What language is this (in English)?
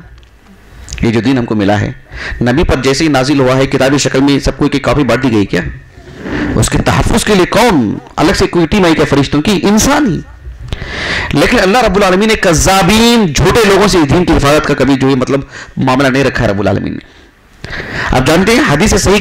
Urdu